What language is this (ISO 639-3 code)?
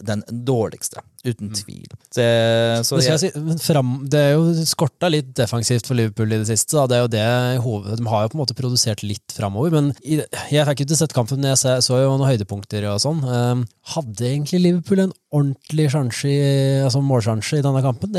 nor